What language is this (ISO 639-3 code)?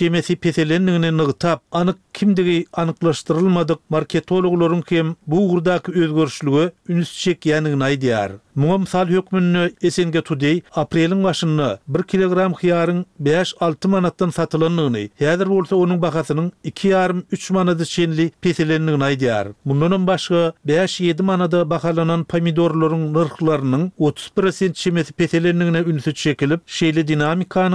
tuk